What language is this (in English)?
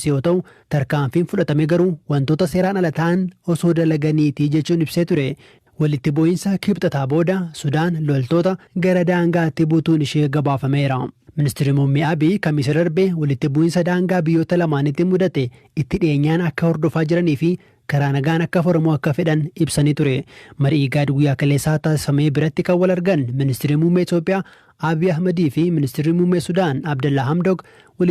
Oromo